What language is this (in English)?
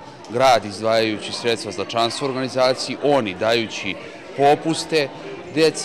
Serbian